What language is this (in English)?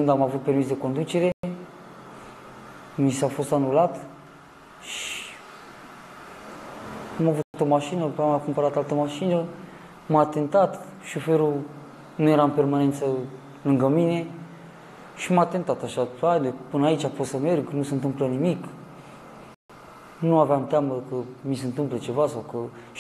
Romanian